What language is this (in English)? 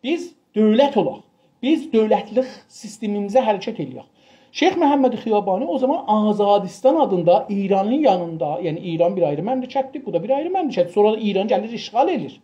South Azerbaijani